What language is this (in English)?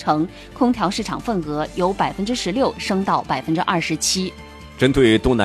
Chinese